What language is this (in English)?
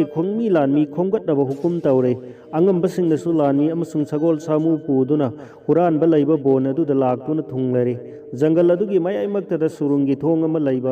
Manipuri